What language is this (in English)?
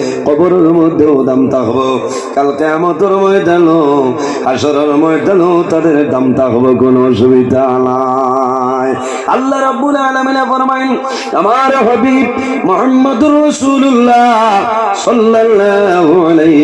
Sylheti